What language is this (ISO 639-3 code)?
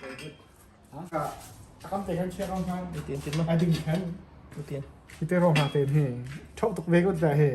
cnh